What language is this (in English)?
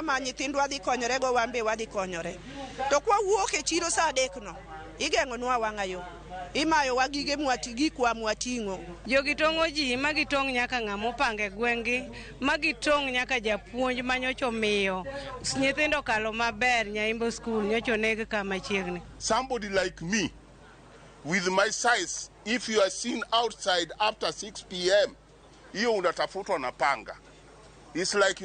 Luo (Kenya and Tanzania)